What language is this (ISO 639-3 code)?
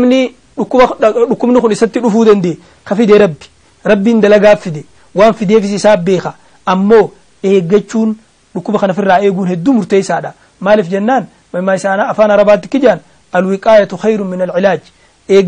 orm